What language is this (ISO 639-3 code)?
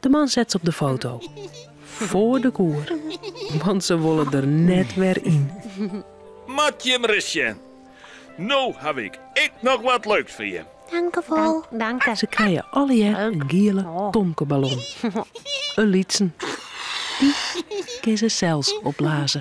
fry